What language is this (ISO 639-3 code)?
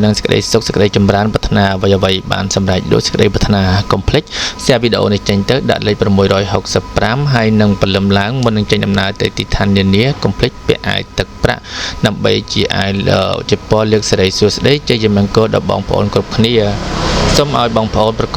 khm